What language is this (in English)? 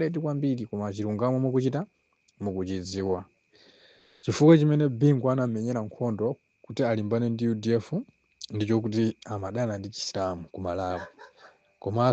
Nyanja